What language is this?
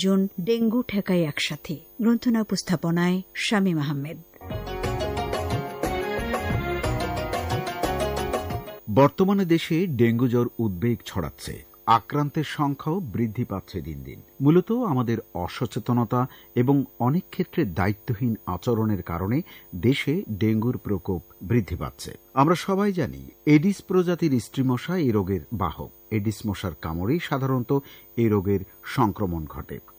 Bangla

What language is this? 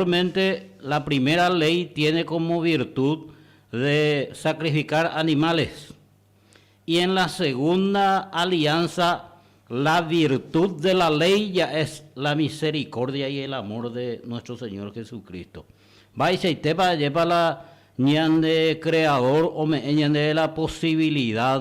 Guarani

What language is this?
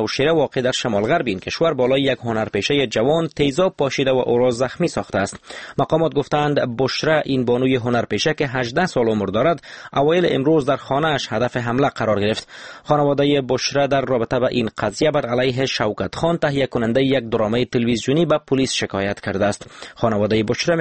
Persian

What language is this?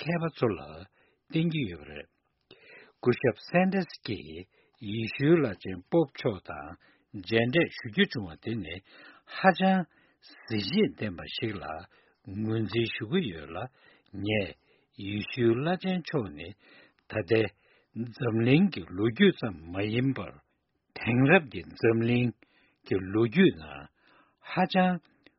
Tibetan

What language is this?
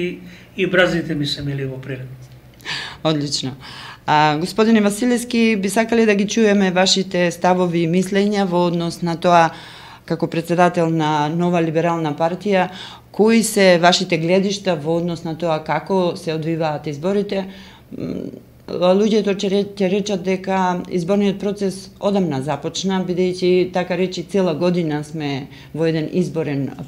Macedonian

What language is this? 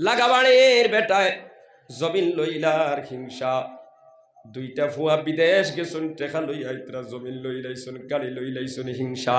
Sylheti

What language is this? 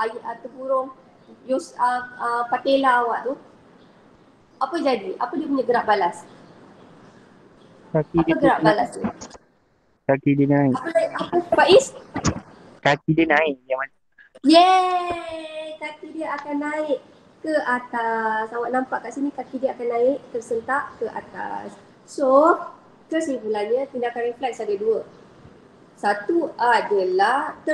Malay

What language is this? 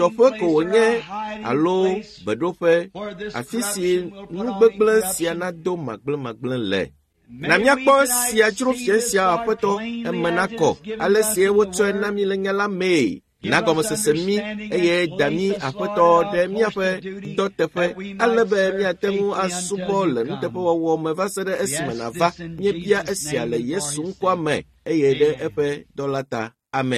Ewe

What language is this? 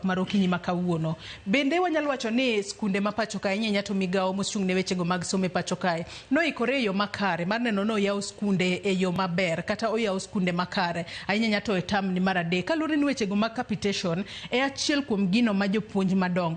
Luo (Kenya and Tanzania)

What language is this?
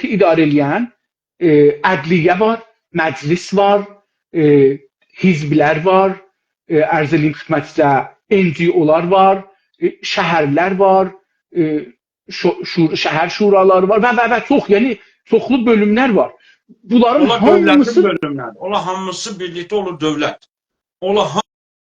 South Azerbaijani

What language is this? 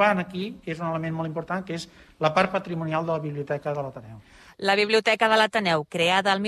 Catalan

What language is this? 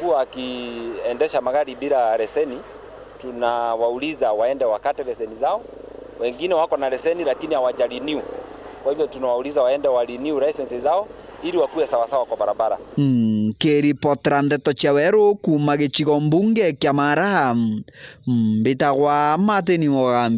Meru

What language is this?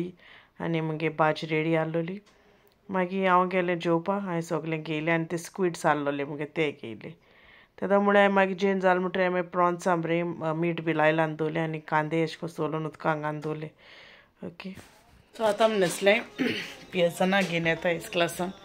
Konkani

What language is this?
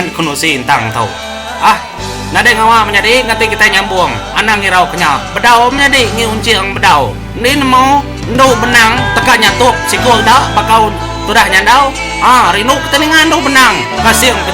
Iban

